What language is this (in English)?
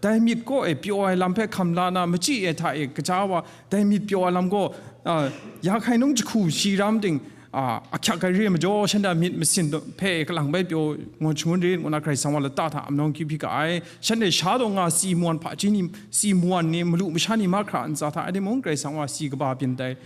Kachin